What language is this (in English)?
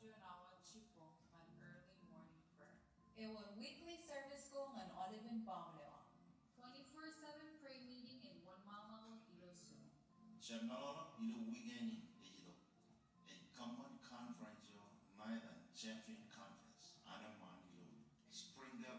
Marshallese